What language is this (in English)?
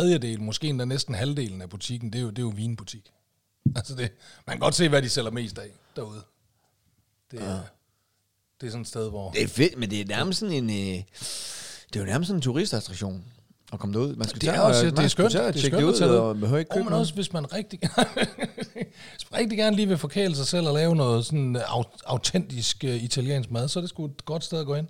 Danish